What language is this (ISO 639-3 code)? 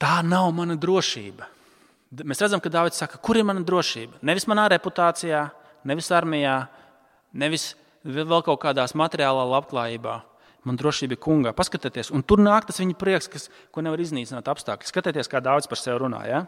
lav